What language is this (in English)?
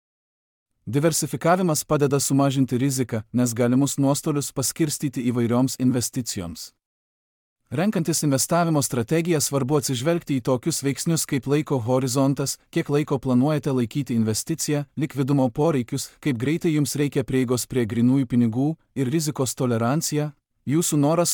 Lithuanian